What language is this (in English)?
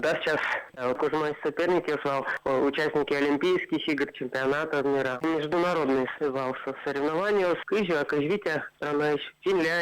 Udmurt